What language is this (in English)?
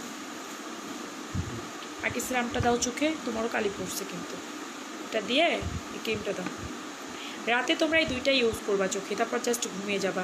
Bangla